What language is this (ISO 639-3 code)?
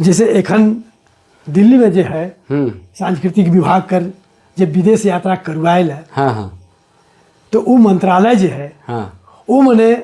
sck